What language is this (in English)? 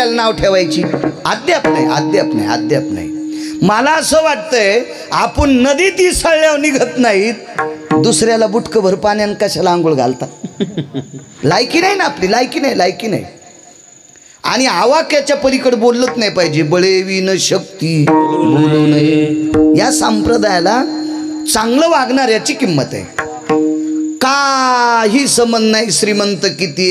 Marathi